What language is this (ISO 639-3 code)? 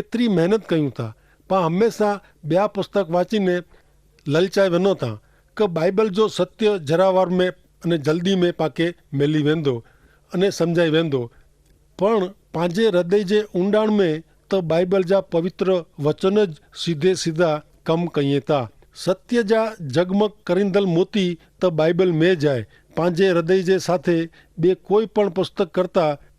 kfr